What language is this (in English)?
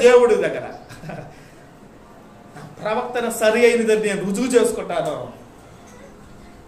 Telugu